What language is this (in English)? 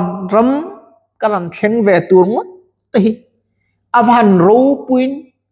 Mizo